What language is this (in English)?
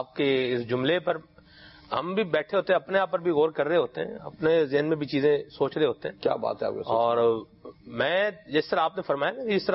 Urdu